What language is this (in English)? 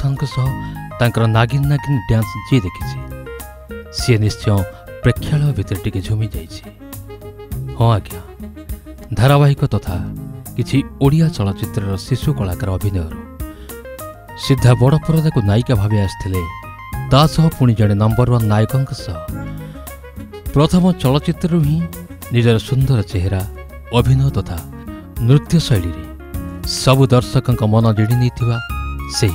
Odia